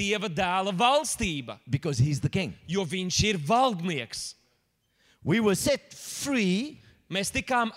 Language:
Latvian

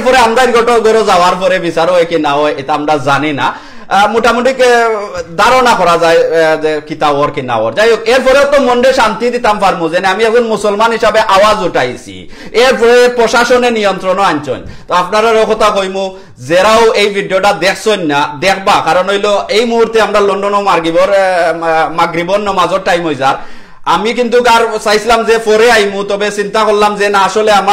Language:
Sylheti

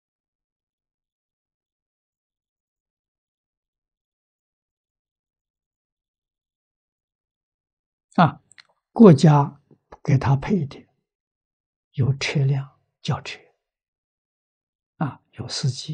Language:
Chinese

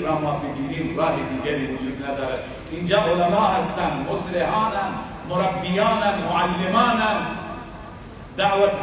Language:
Persian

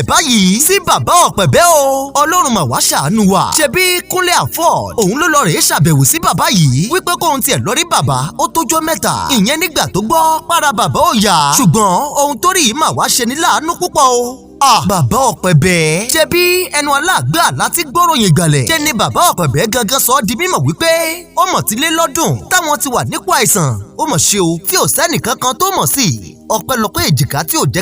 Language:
Yoruba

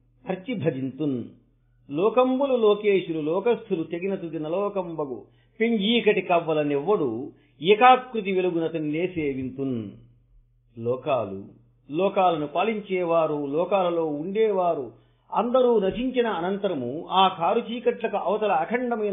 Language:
Telugu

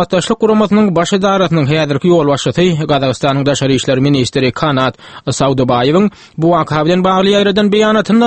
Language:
Turkmen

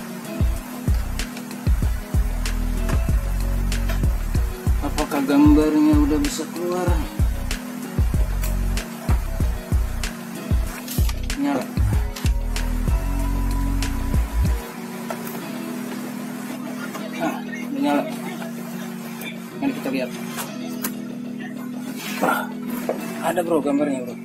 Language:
Indonesian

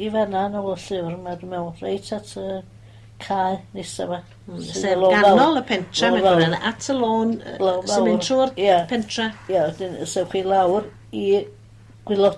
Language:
Welsh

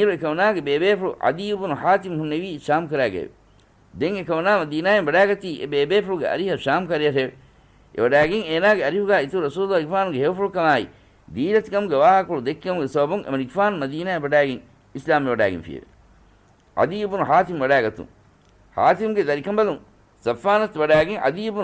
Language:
Divehi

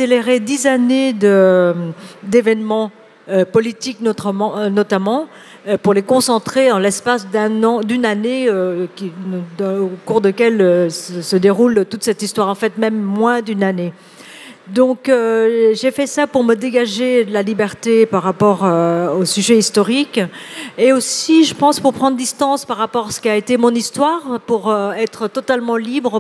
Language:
French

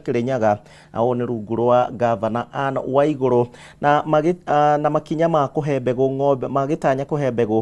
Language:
Kikuyu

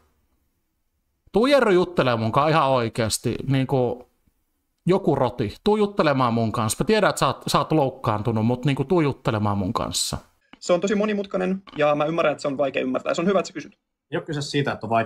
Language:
Finnish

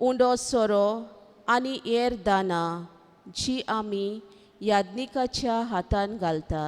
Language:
Konkani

